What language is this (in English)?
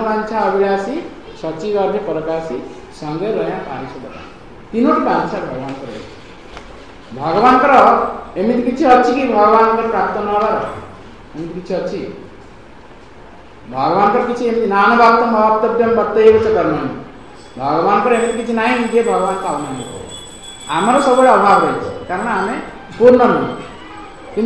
Odia